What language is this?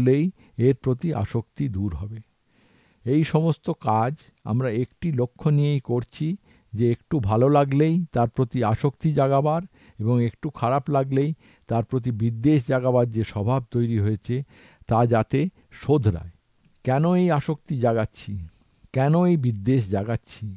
Bangla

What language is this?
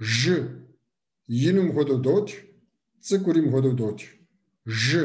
Kabardian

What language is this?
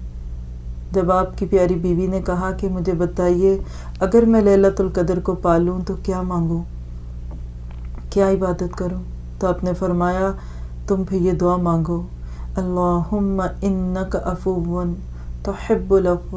Urdu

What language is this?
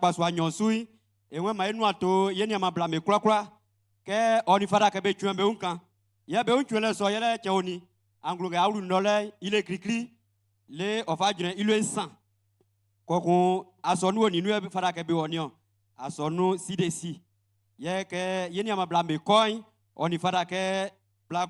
Baoulé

